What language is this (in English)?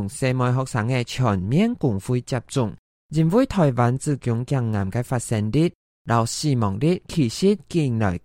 Hakka Chinese